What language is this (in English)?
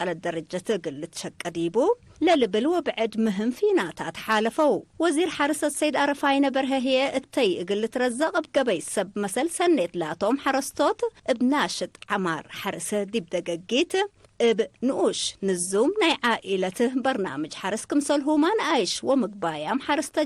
Tigre